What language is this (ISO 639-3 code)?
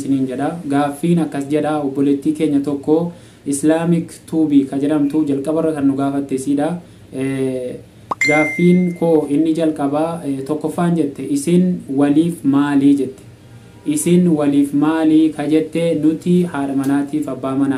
orm